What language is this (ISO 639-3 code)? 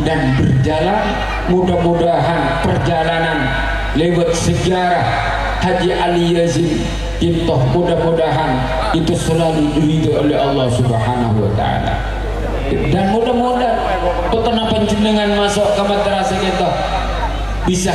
mad